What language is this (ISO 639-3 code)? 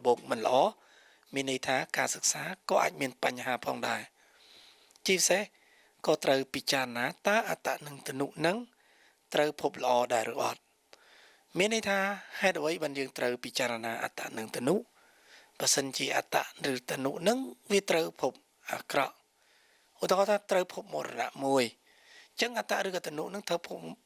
khm